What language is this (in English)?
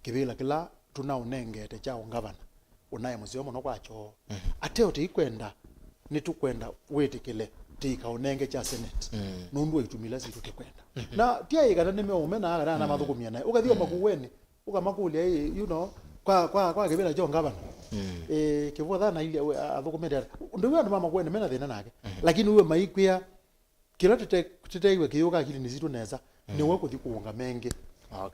Kamba